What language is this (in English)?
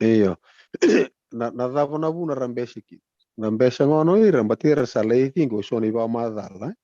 Fijian